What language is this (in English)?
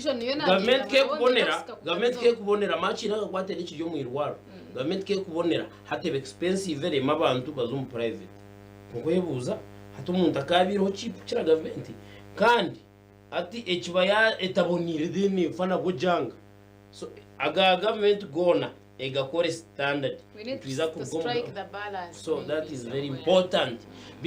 Nyankole